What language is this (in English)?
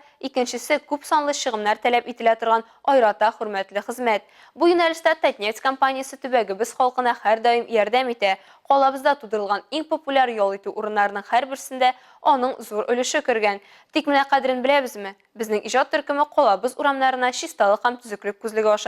Tatar